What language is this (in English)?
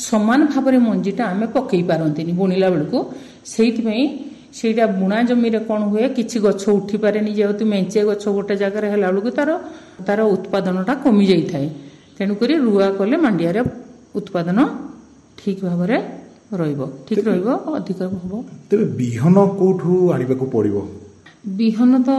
Odia